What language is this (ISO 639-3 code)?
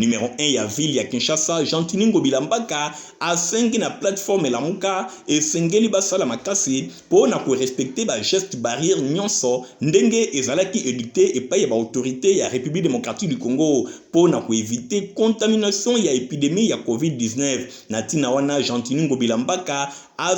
lin